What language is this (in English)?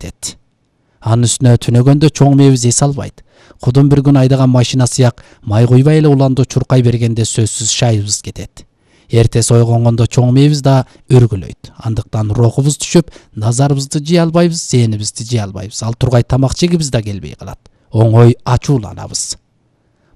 Kyrgyz